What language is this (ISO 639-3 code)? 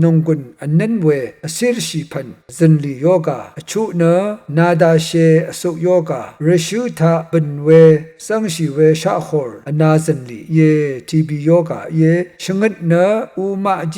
raw